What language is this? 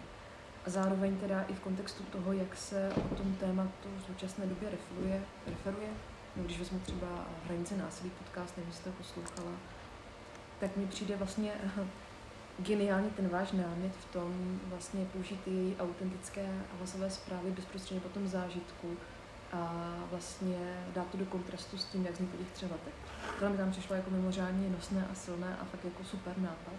Czech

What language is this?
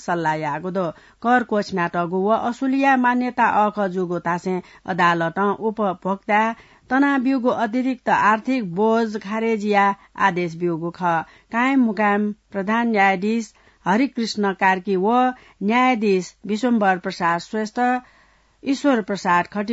Newari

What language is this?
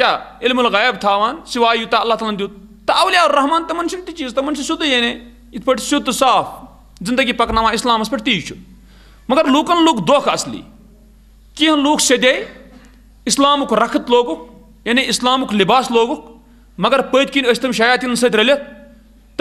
Kashmiri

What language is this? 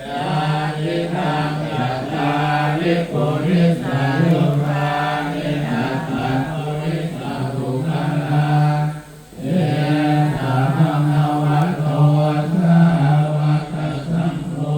Pali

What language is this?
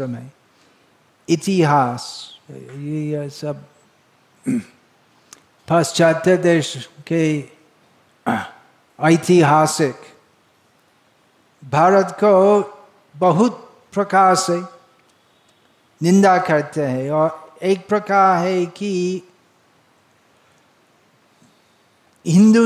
Hindi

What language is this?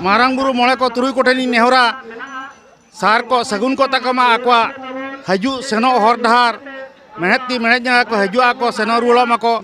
Santali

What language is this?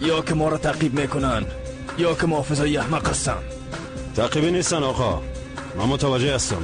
Persian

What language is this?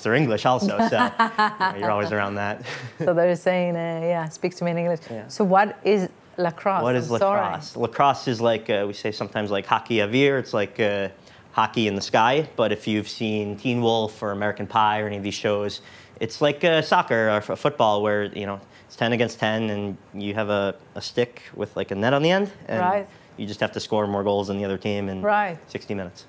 Hebrew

